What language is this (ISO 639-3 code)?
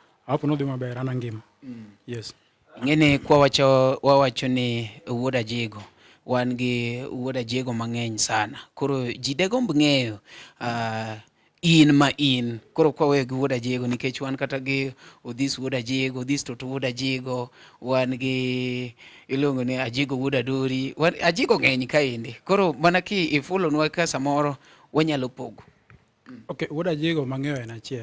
luo